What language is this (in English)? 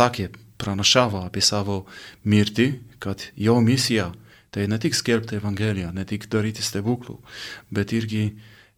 Lithuanian